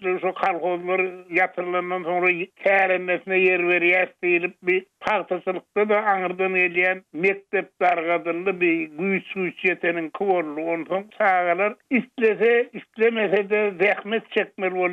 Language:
Turkmen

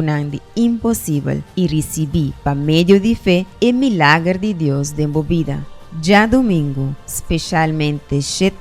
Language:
Papiamento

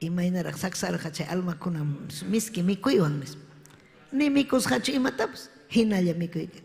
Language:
Ayacucho Quechua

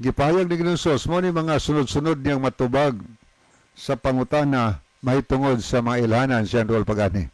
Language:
Cebuano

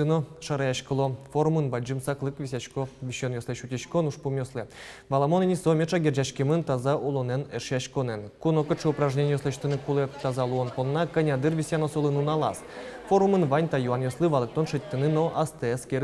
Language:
Udmurt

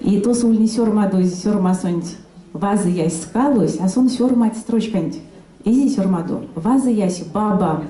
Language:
Erzya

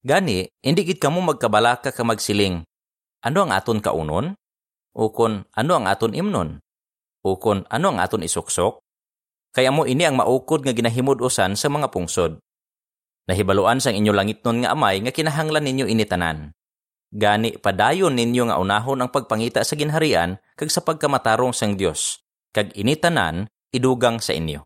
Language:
Hiligaynon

